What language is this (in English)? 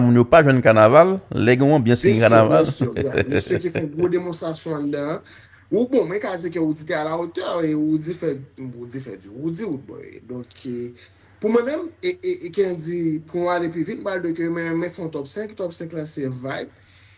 Haitian Creole